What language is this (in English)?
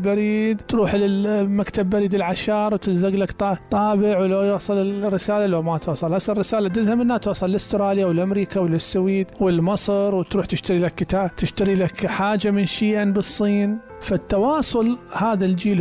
Mesopotamian Arabic